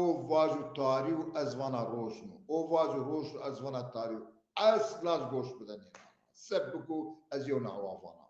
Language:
Zaza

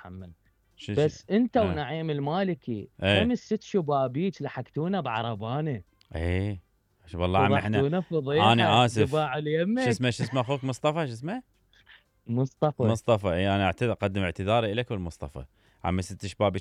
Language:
Mesopotamian Arabic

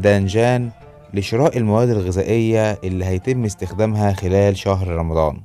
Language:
Egyptian Arabic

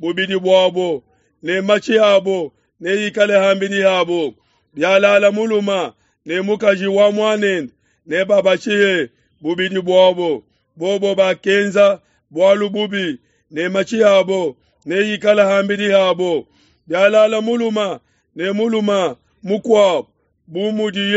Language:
Luba-Lulua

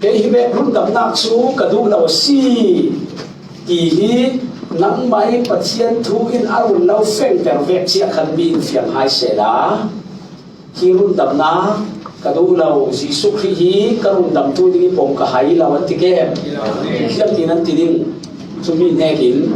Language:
Falam Chin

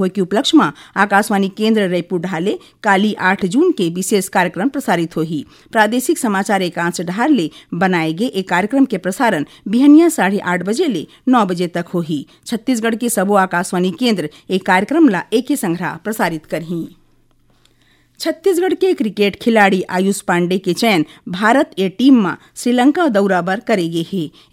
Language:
Chhattisgarhi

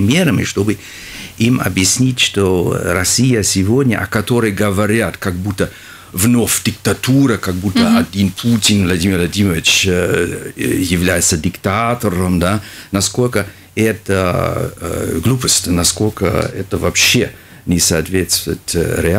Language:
Russian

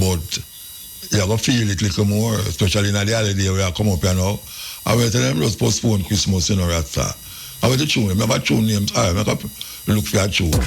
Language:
Jamaican Creole English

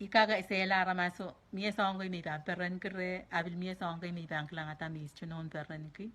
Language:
Pohnpeian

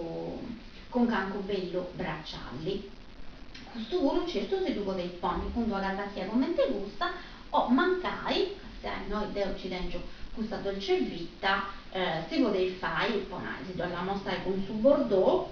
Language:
Sardinian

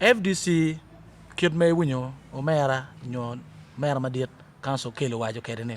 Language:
Acoli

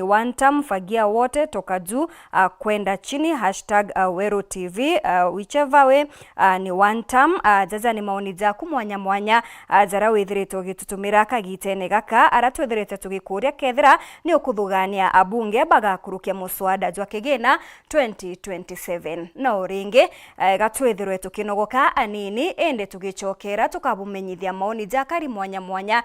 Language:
Meru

